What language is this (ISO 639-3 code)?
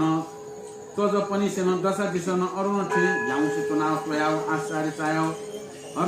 new